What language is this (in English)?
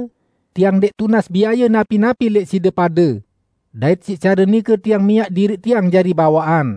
Sasak